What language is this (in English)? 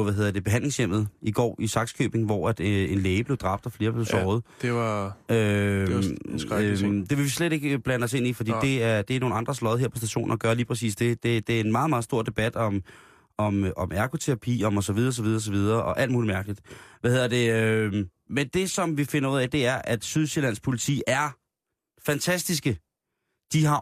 Danish